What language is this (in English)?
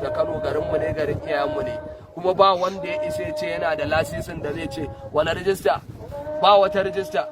Hausa